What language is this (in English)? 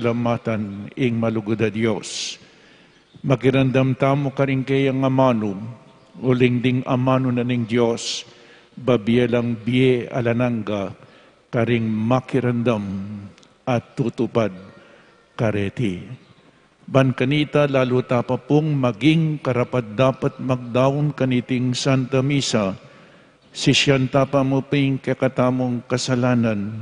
Pampanga